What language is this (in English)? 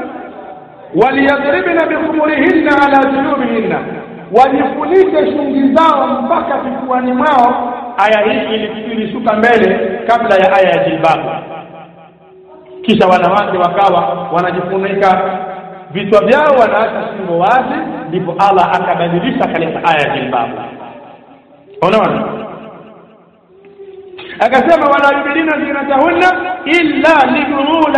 Swahili